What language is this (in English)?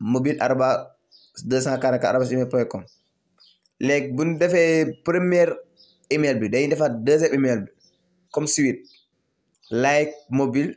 Wolof